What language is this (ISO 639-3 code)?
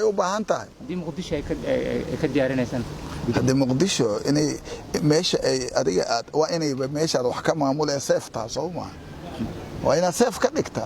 som